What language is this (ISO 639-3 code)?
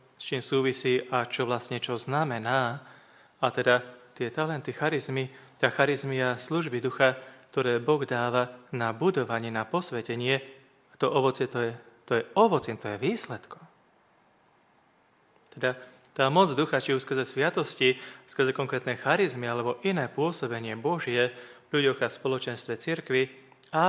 slk